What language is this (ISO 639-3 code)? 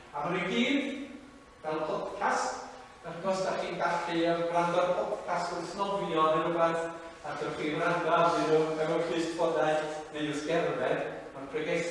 cym